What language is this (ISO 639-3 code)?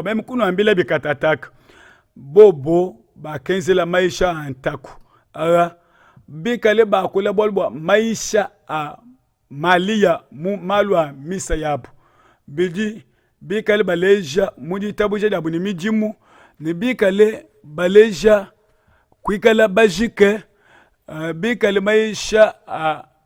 lua